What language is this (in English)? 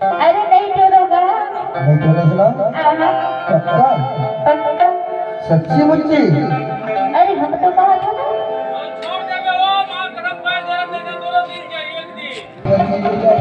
Chhattisgarhi